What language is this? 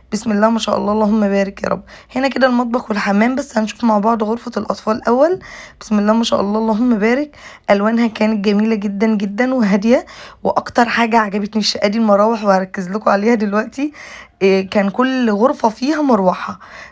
Egyptian Arabic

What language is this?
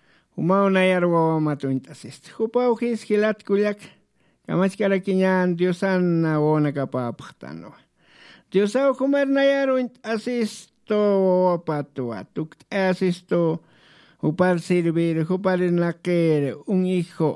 Aymara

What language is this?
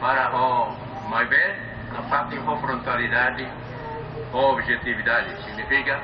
Tetum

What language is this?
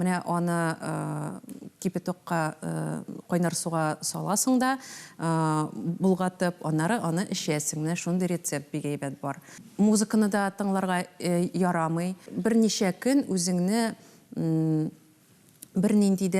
Tatar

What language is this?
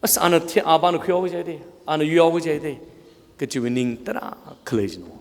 Tangkhul Naga (India)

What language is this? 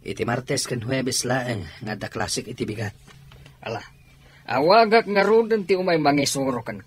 Iloko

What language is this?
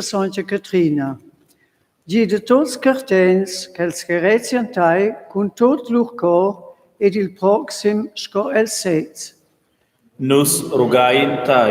Romansh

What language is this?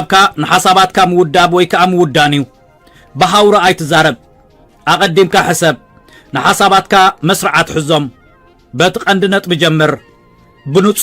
Tigrinya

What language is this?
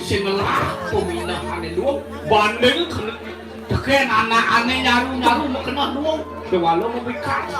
Balinese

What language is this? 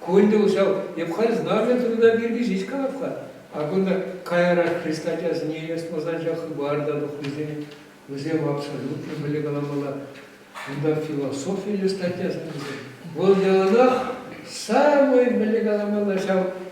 Chuvash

